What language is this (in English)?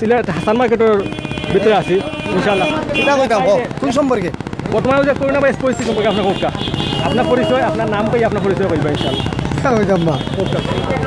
Sylheti